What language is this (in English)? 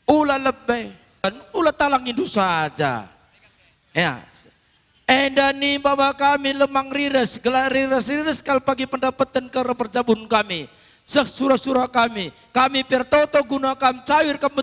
Batak Karo